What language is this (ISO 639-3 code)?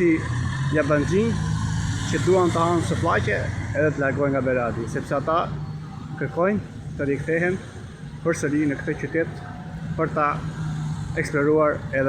sqi